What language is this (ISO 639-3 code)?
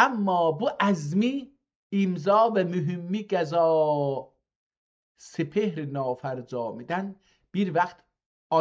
azb